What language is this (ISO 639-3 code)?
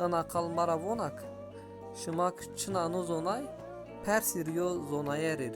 zza